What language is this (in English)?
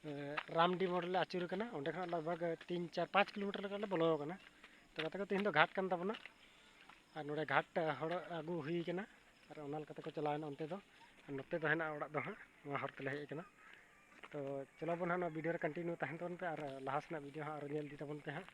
Santali